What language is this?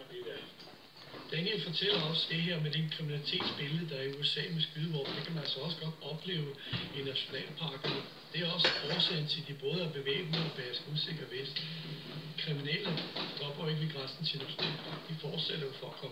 Danish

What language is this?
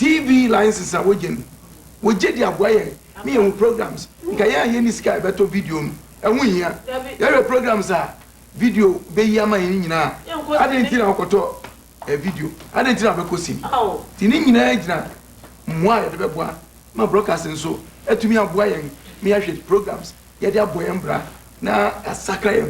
Akan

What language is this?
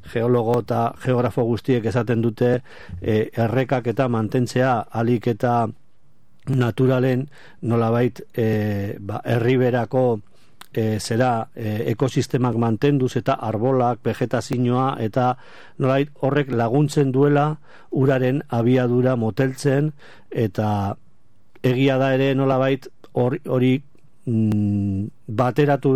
Basque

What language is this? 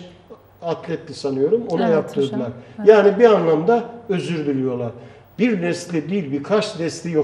Turkish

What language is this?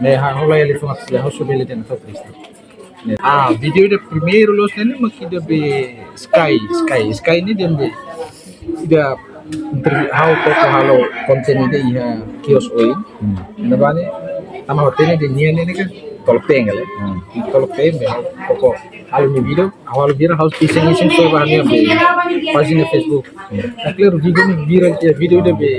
Tetum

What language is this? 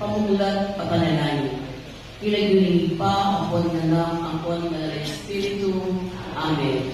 Pampanga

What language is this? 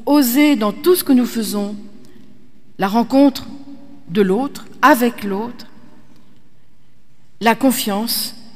French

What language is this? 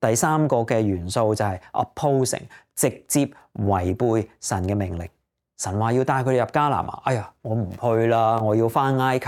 Cantonese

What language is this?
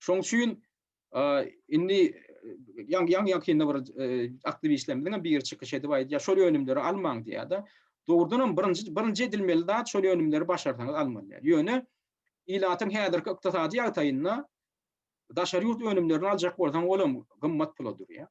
Turkmen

